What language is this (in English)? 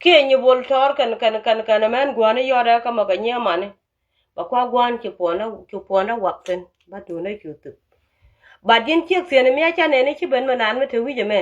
Nuer